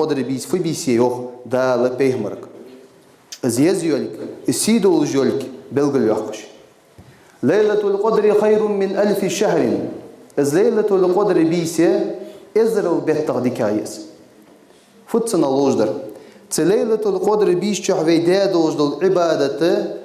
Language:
Ingush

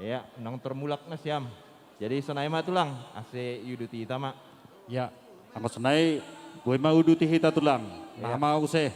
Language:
Batak Simalungun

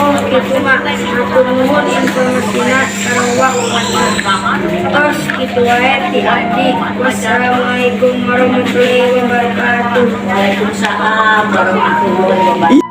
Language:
Sundanese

